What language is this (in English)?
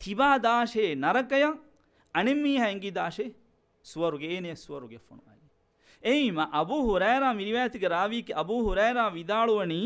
Divehi